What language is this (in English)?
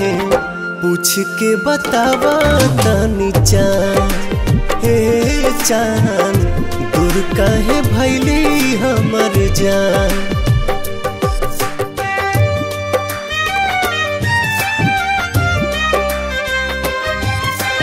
Bhojpuri